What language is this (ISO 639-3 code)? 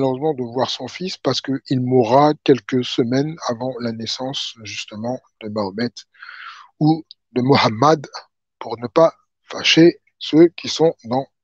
fra